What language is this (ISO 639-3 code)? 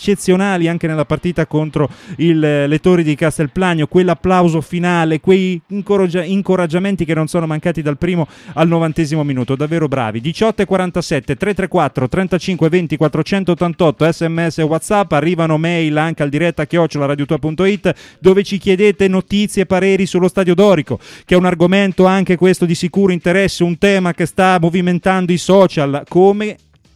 ita